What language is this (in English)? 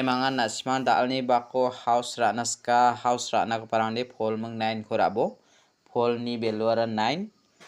Garo